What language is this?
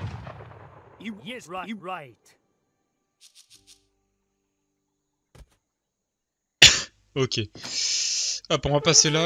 French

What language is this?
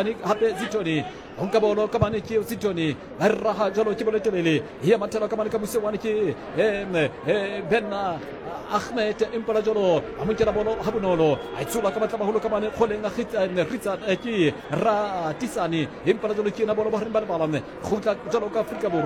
Southern Sotho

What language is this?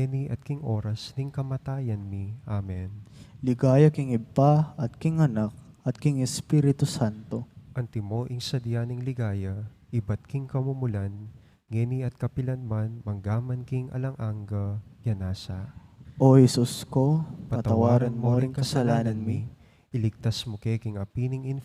Pampanga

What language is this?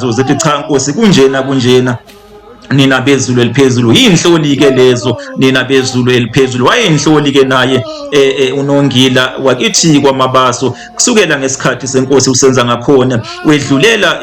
Zulu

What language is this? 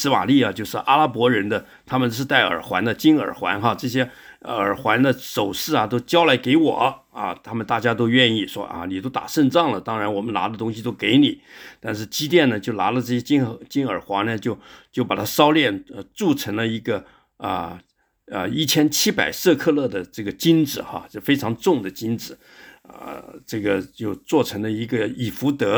Chinese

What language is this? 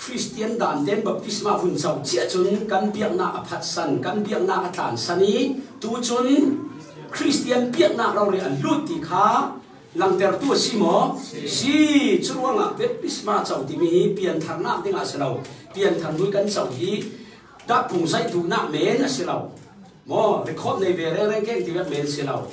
Falam Chin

